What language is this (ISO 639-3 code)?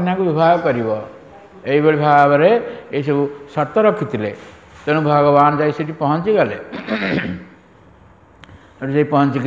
ori